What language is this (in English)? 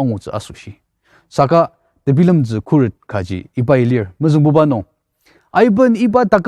Ao Naga